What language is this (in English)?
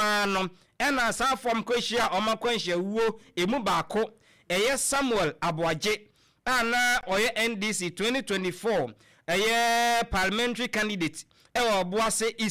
Akan